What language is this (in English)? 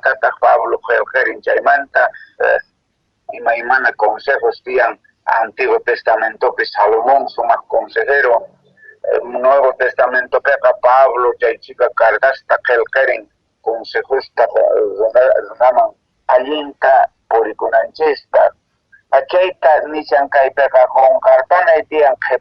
Quechua